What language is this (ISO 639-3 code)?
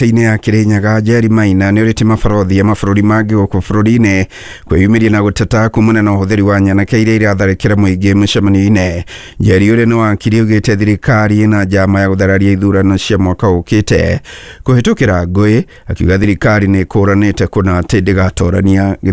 kik